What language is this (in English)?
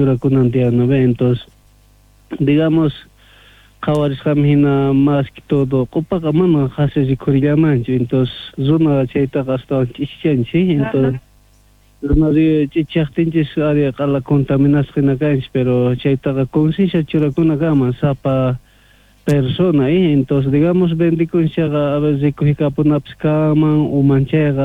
South Bolivian Quechua